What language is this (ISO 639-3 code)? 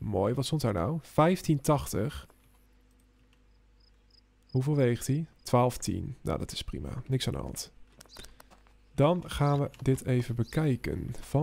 nld